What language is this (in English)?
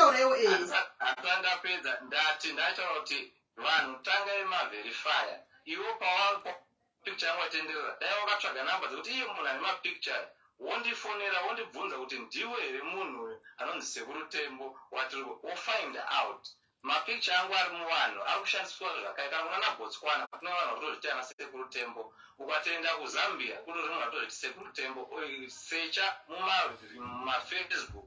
Shona